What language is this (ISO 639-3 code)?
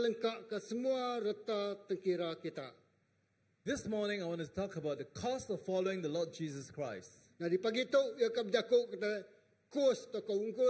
iba